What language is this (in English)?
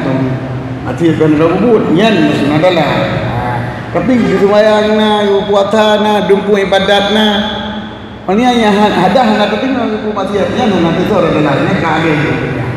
Achinese